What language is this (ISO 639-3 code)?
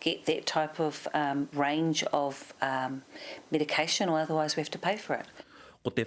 mri